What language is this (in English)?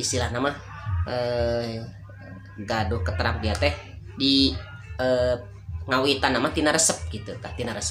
Sundanese